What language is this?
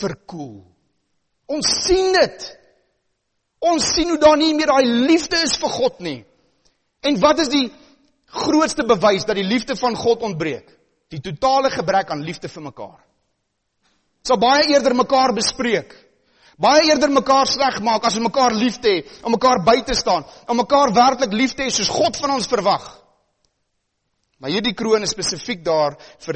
Afrikaans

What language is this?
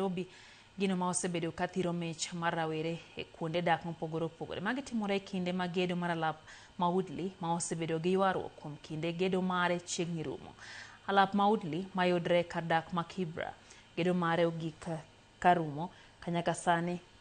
Luo (Kenya and Tanzania)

